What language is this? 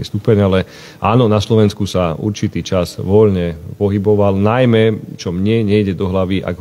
Slovak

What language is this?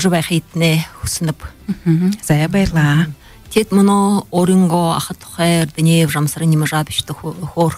Buriat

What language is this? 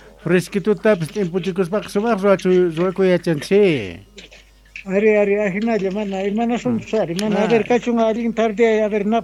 South Bolivian Quechua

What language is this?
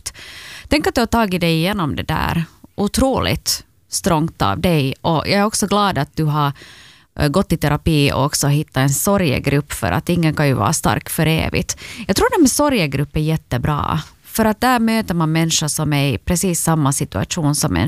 Swedish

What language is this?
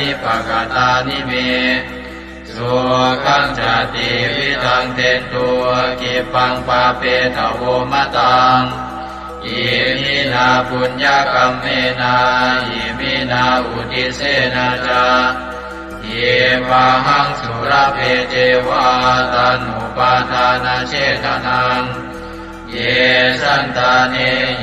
Pali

